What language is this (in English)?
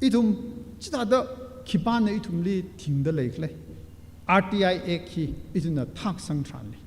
Tangkhul Naga (India)